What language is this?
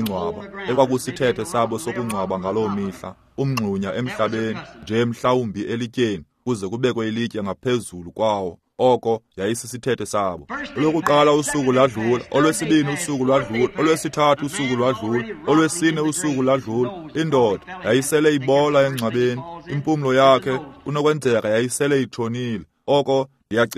Xhosa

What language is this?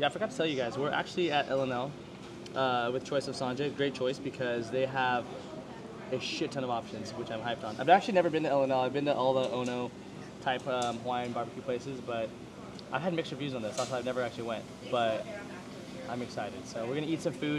English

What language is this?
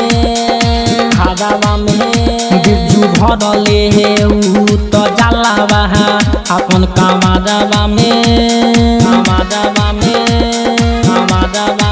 Bhojpuri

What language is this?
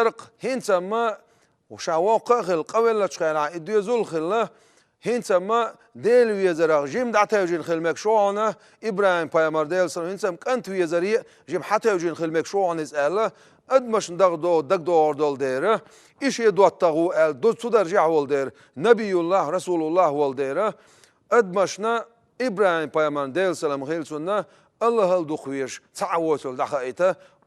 Chechen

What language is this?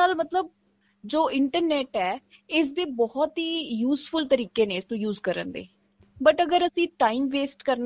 Punjabi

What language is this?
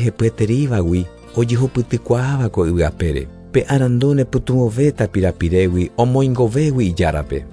Guarani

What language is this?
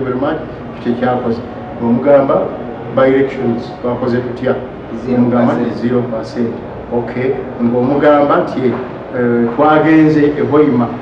Ganda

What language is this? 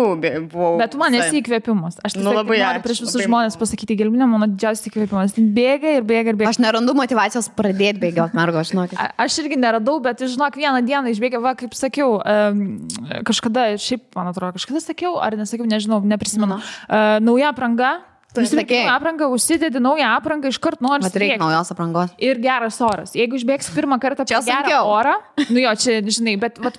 Lithuanian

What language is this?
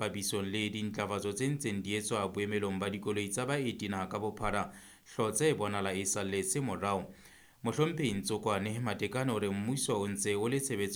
Southern Sotho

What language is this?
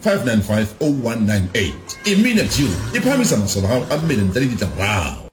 Southern Sotho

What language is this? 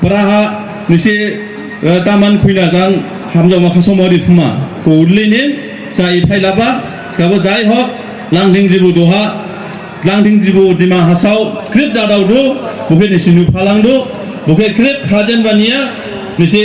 Dimasa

